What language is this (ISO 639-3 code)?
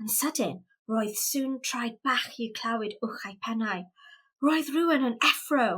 cym